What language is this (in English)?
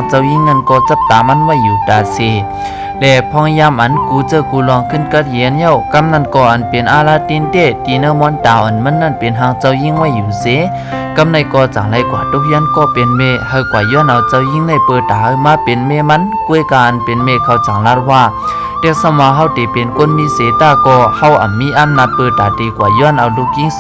Shan